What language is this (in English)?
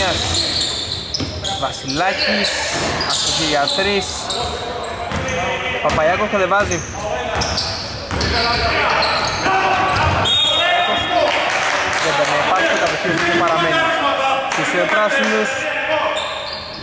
Greek